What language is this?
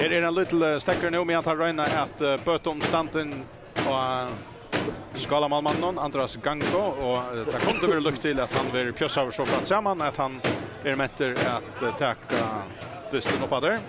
Faroese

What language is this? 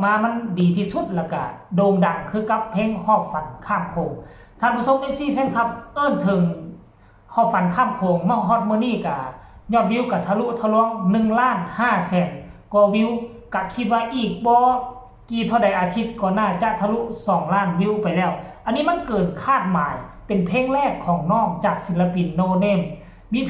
Northeastern Thai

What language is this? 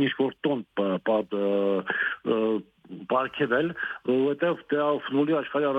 Armenian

